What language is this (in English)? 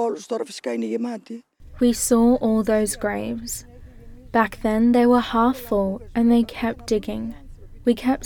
Lao